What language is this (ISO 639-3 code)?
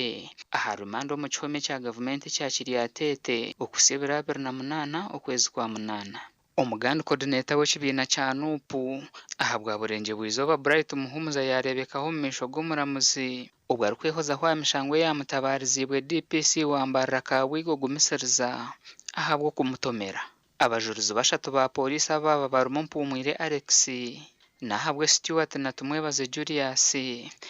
nyn